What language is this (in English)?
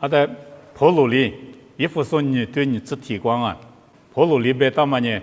Lisu